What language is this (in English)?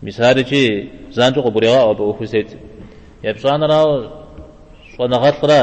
Kabardian